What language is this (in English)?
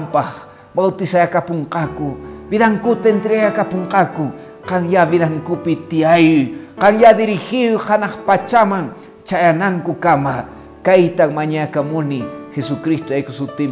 Quechua